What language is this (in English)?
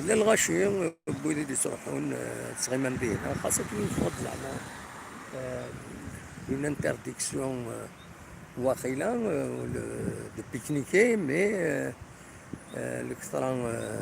Kabyle